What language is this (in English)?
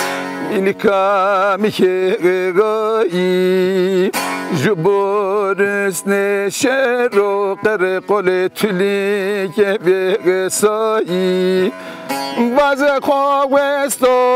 Zaza